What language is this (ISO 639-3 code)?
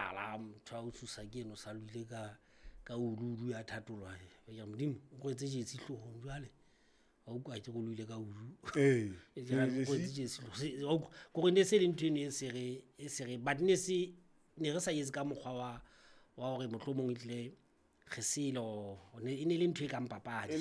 sot